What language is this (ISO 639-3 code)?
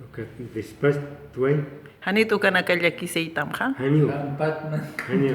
aym